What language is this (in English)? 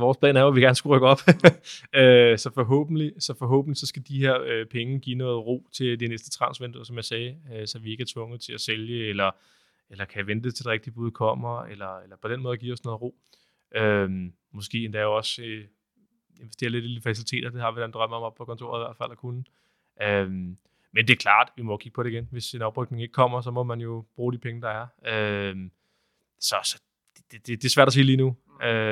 Danish